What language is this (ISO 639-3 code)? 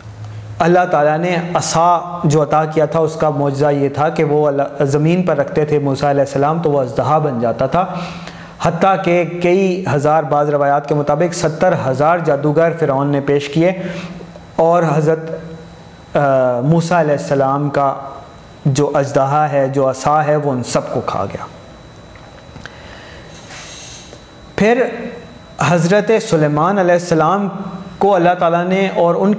urd